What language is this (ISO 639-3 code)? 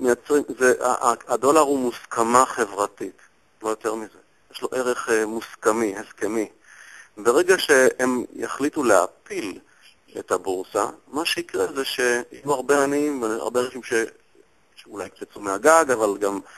heb